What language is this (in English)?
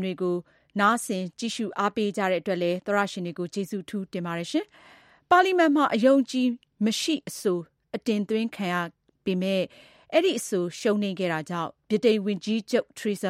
Burmese